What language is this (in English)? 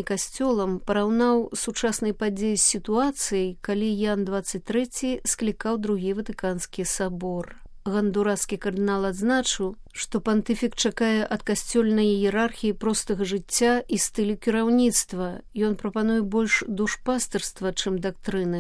Belarusian